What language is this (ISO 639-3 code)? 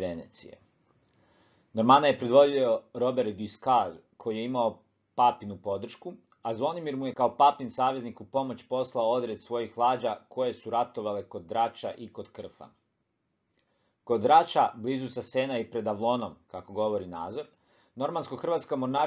hrv